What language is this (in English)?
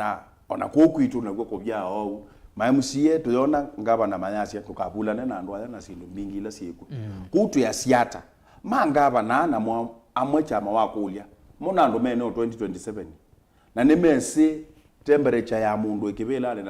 Kamba